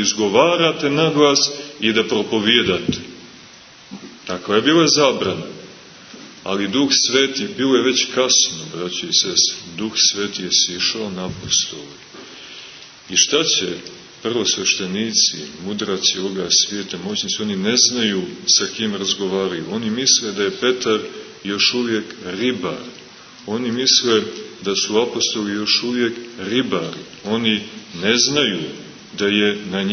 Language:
Serbian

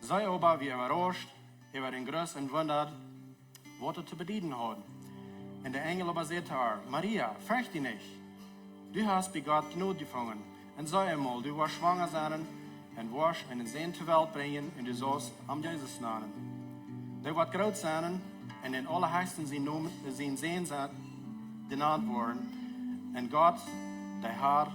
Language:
Plautdietsch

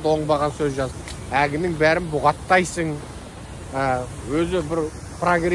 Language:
Kazakh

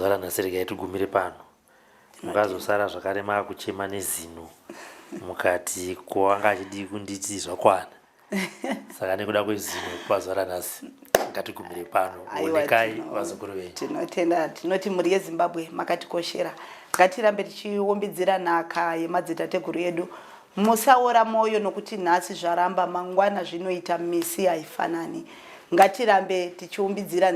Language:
Shona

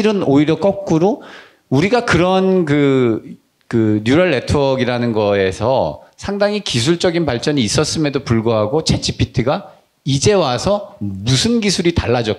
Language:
Korean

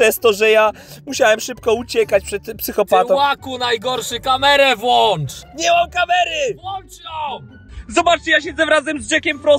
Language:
Polish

